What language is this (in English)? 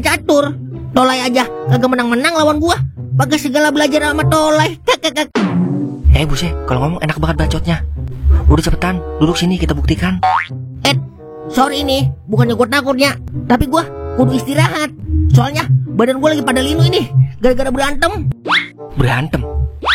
Betawi